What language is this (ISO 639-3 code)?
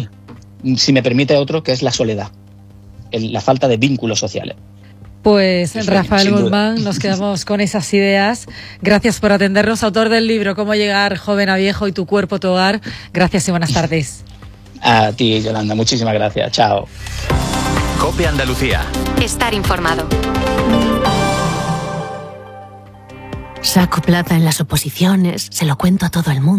spa